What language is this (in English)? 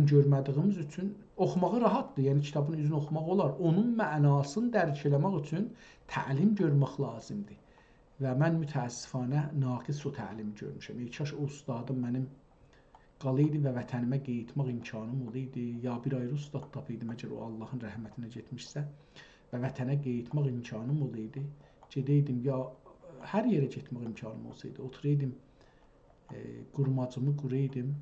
South Azerbaijani